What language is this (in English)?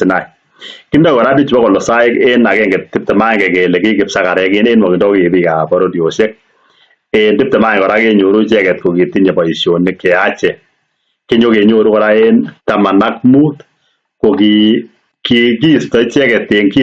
Kalenjin